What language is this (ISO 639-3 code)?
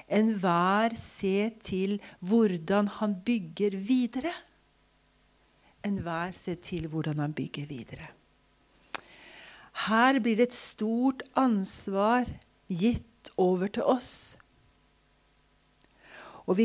nor